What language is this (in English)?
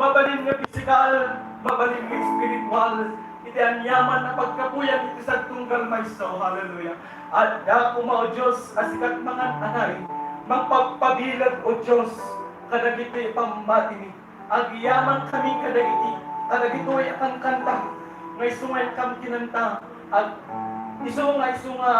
Iloko